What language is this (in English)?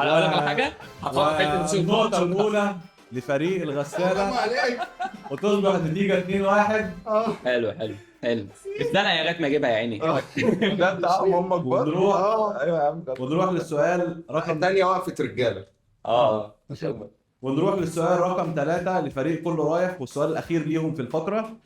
Egyptian Arabic